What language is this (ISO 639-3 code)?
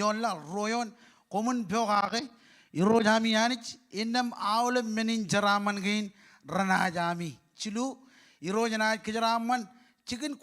mah